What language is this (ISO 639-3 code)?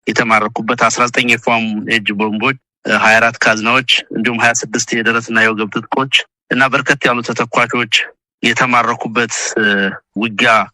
amh